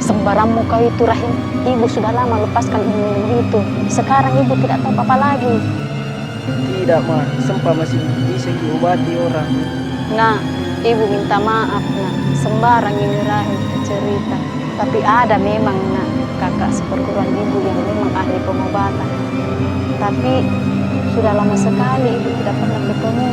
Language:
Makassar Malay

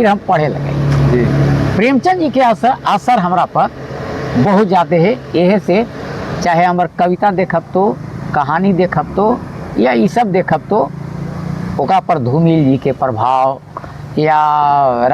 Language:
Magahi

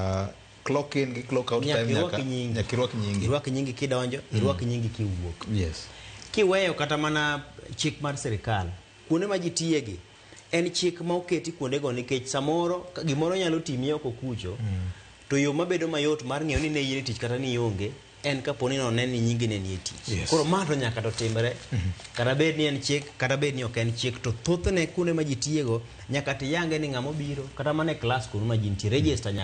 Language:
Luo (Kenya and Tanzania)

